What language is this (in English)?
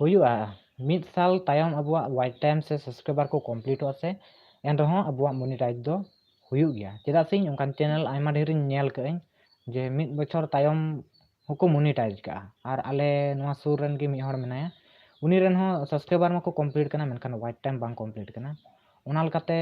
Santali